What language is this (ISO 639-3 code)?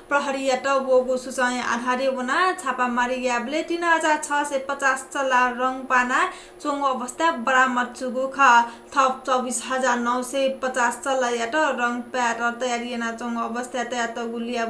new